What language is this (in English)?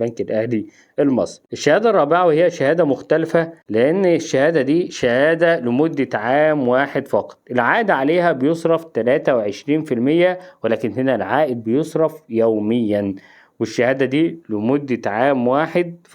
Egyptian Arabic